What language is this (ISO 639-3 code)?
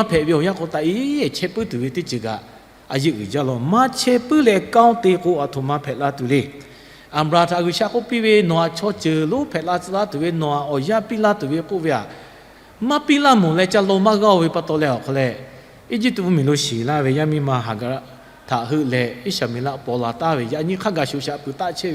lhu